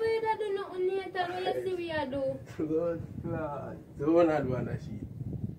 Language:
Jamaican Creole English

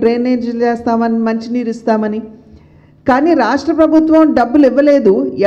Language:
Telugu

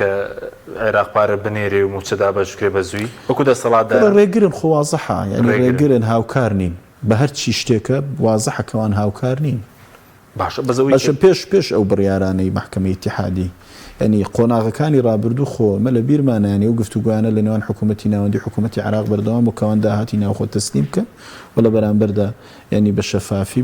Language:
Central Kurdish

